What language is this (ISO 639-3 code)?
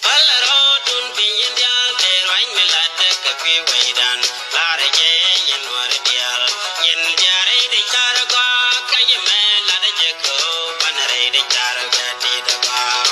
nus